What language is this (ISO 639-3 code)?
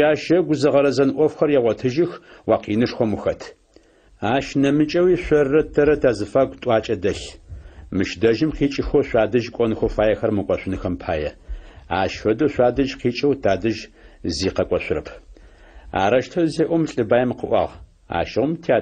ady